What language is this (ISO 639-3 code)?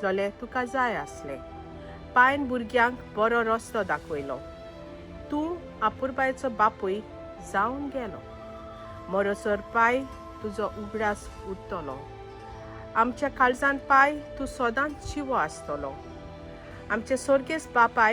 kok